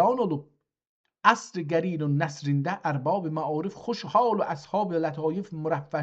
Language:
South Azerbaijani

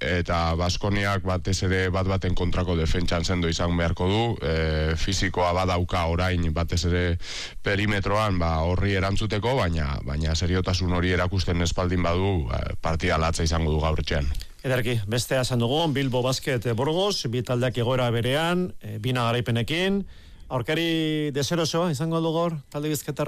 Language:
Basque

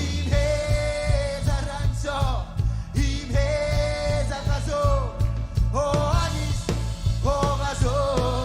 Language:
Marshallese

